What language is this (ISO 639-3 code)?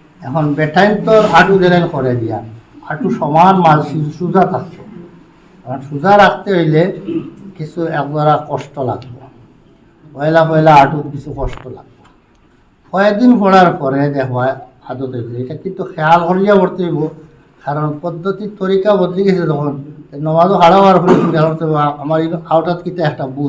syl